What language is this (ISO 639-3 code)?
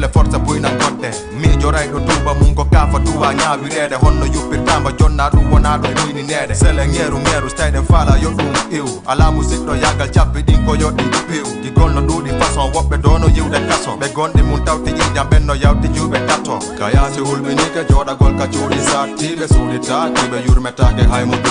ful